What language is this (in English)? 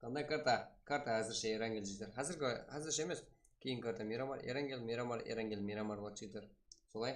Kara-Kalpak